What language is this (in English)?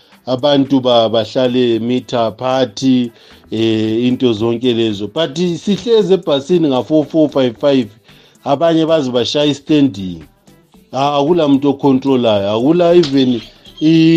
North Ndebele